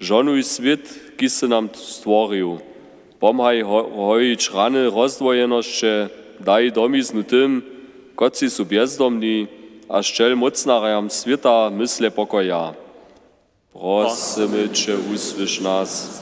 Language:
Upper Sorbian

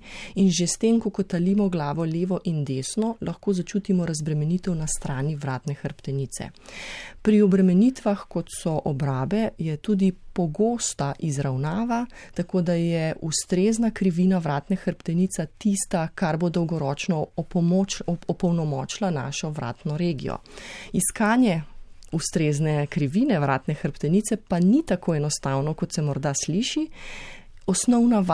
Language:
Slovenian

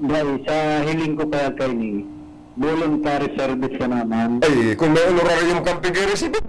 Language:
Bikol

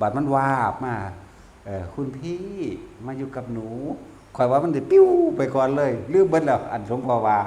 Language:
Northeastern Thai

